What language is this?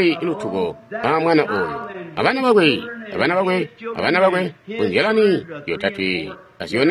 Tonga (Zambia)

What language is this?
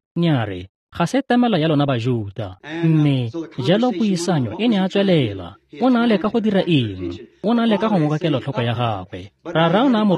Tswana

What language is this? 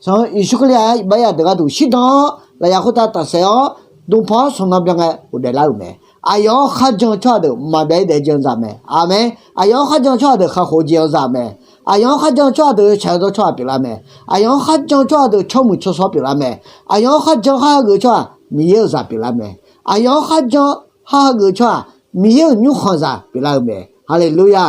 Akha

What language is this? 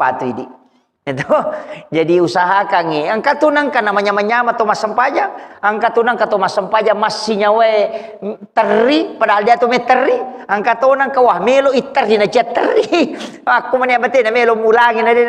Buginese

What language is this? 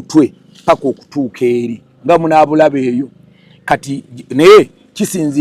Ganda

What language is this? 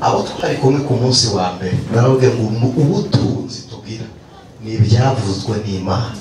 Kinyarwanda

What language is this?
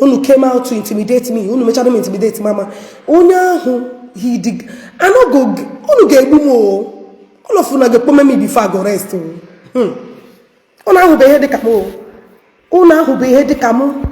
Igbo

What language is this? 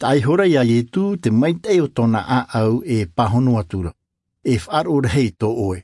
Tahitian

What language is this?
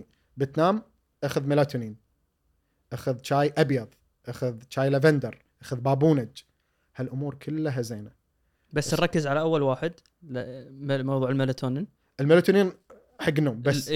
Gulf Arabic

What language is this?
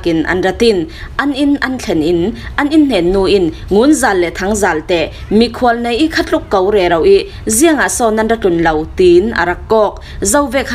Falam Chin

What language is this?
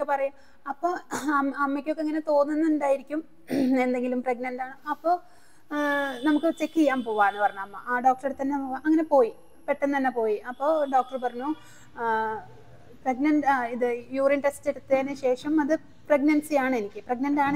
Malayalam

